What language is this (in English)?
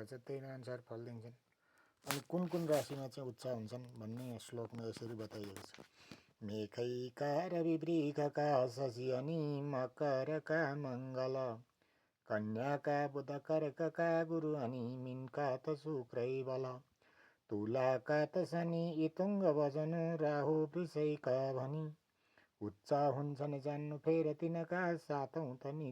Nepali